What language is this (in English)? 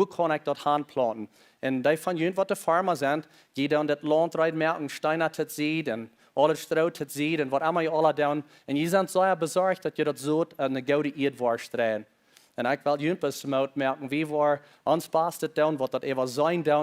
Plautdietsch